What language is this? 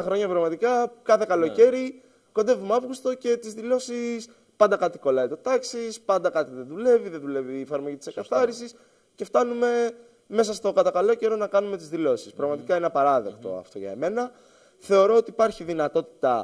Greek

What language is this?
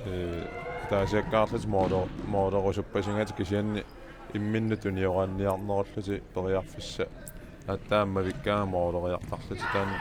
Kalaallisut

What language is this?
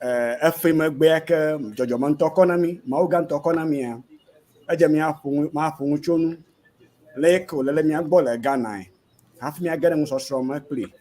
Ewe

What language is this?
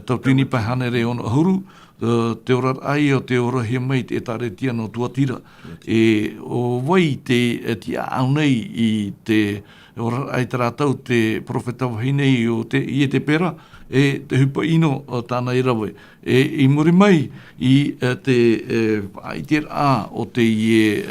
Tahitian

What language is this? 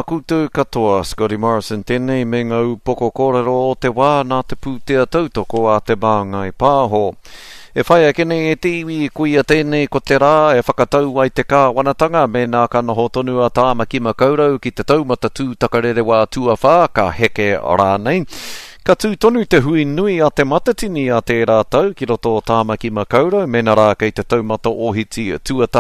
Māori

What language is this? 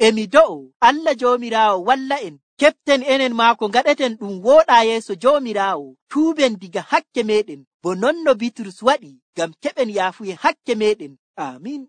Nigerian Fulfulde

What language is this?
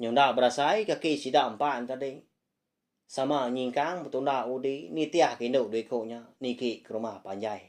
Iban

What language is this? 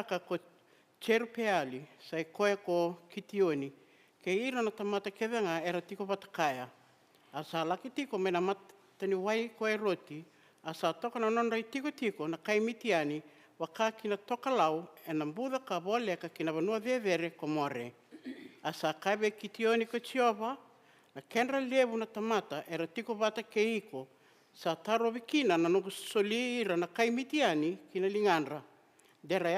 Fijian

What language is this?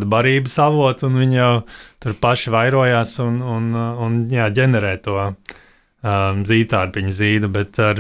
Latvian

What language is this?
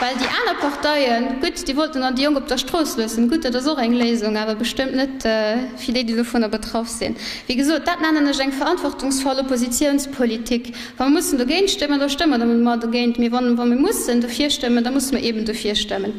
Luxembourgish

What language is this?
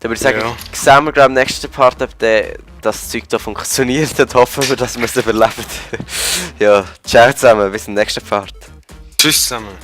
Swiss German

